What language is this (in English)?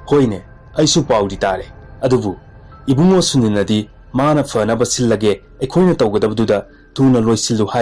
Manipuri